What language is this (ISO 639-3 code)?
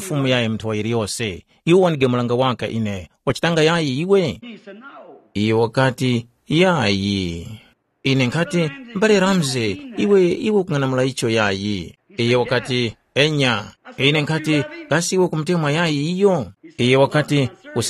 tum